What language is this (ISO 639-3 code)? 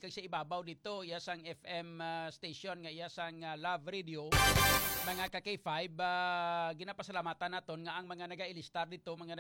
hil